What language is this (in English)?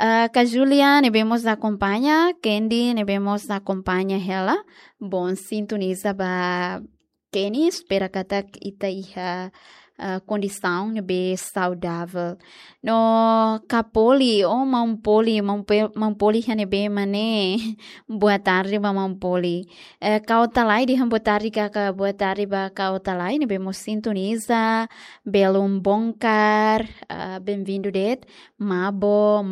Tetum